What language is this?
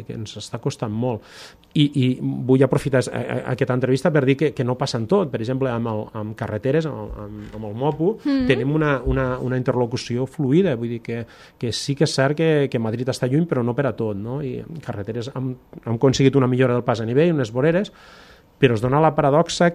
Catalan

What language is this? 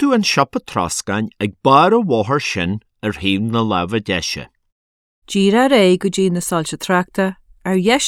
Irish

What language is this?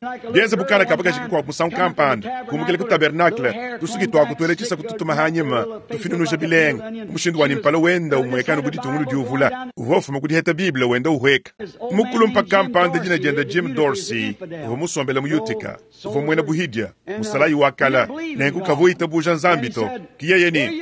Luba-Lulua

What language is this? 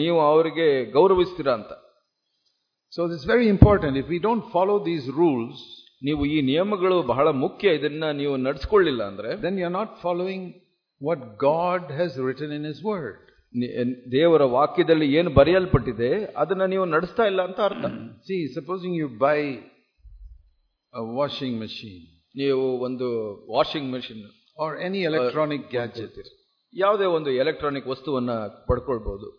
Kannada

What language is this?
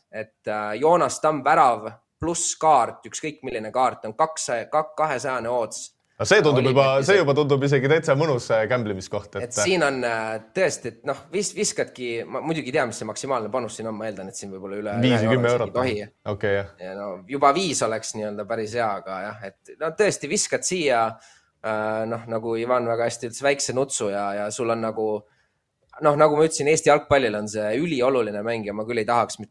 Estonian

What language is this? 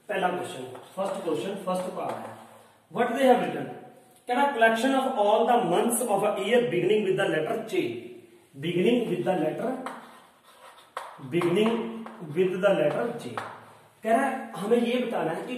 Hindi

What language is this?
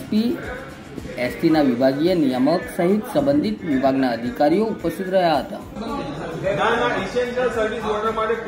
Gujarati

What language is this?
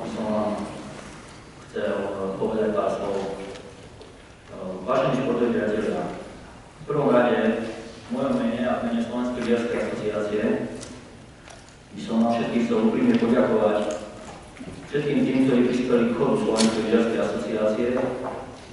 Slovak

